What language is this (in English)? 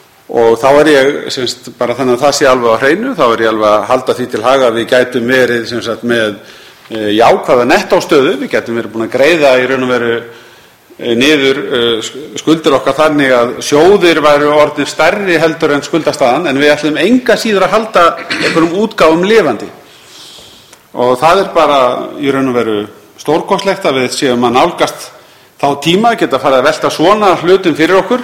Icelandic